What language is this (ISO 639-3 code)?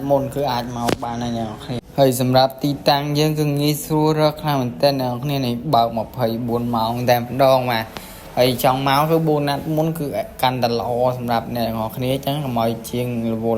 khm